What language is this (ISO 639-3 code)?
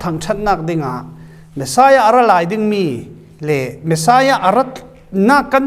cfm